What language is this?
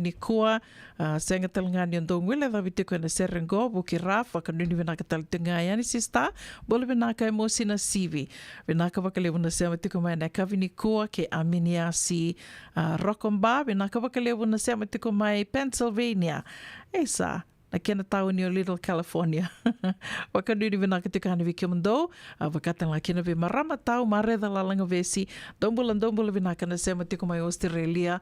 Fijian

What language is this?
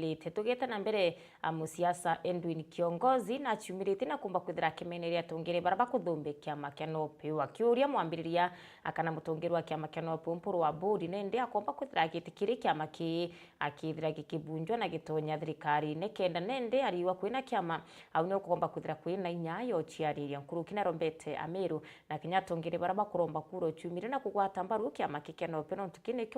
Meru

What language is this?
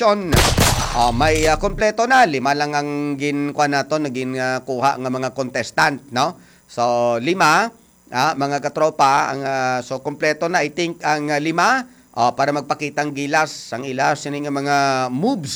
Hiligaynon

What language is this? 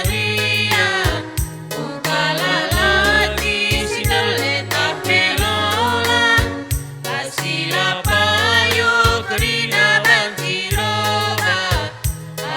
Batak Karo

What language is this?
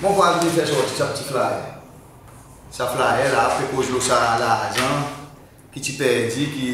Seselwa Creole French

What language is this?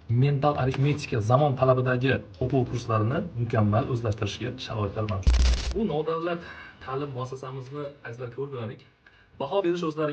Uzbek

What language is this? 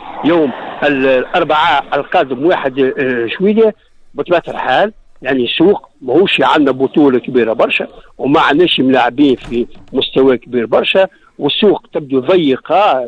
Tunisian Arabic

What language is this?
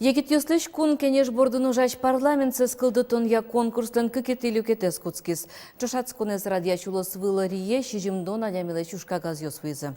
Udmurt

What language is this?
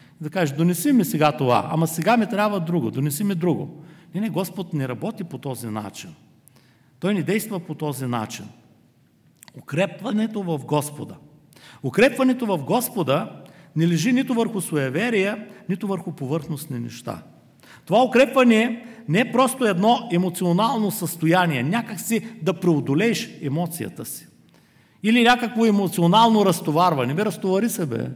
Bulgarian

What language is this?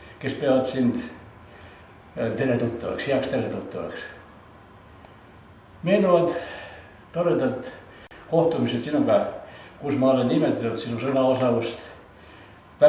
Estonian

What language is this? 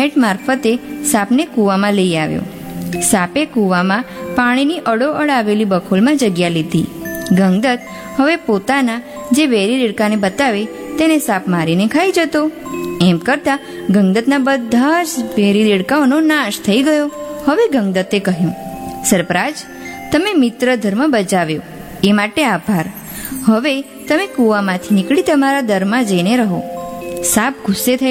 Gujarati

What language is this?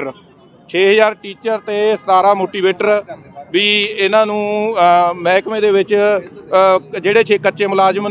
Punjabi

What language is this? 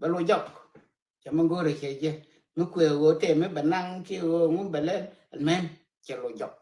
Nuer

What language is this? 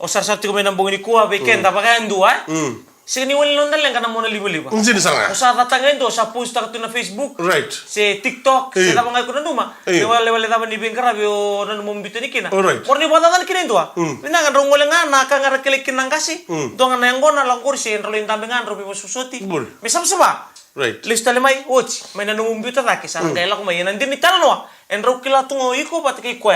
Fijian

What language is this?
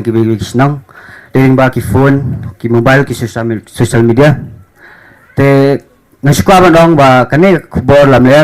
Khasi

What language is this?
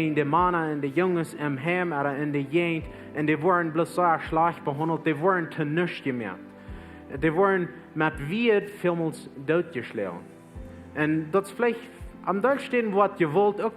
Plautdietsch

